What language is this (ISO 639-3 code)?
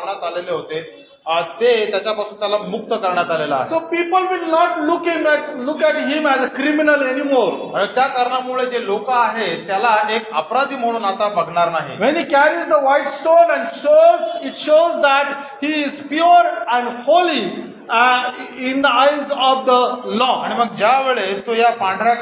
mar